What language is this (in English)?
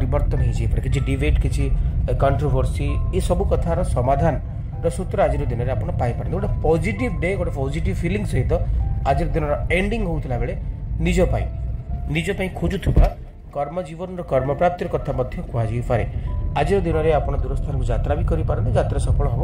Odia